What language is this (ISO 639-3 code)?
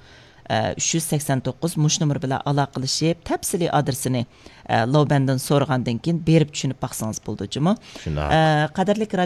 uig